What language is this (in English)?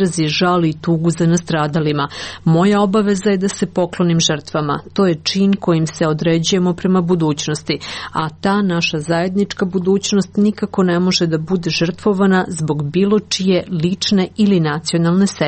Serbian